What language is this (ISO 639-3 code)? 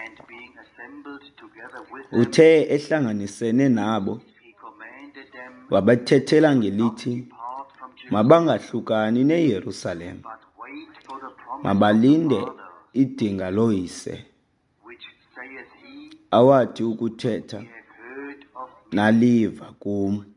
xho